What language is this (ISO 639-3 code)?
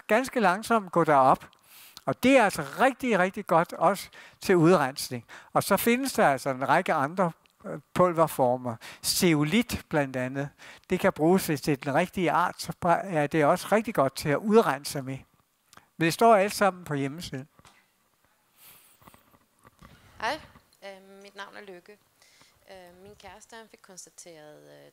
dan